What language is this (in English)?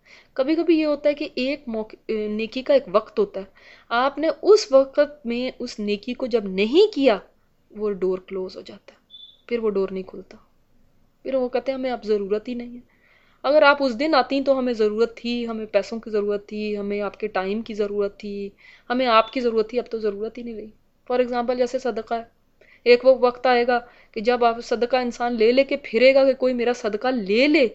Urdu